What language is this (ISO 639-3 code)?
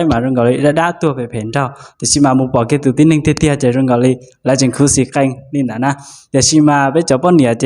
hmn